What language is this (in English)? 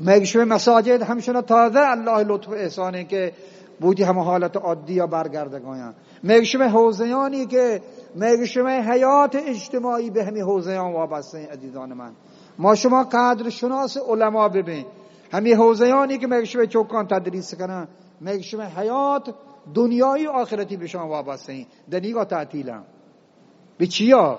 Eastern Balochi